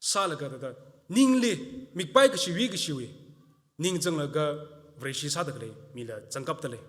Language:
Tangkhul Naga (India)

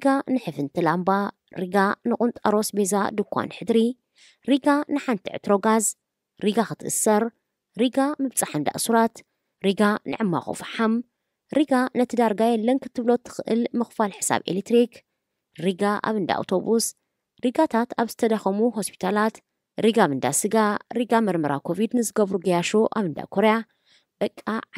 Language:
Tigrinya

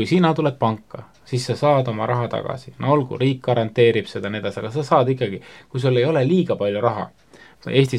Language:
Estonian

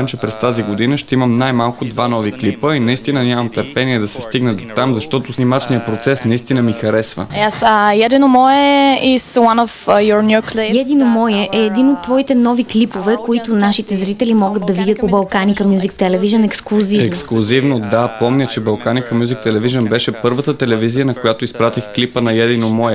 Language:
Bulgarian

